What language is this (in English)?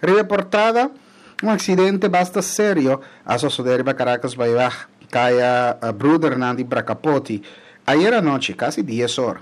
Papiamento